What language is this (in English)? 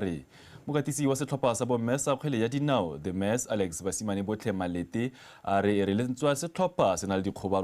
Tswana